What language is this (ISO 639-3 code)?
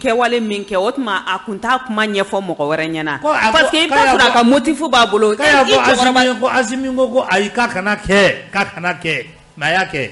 bam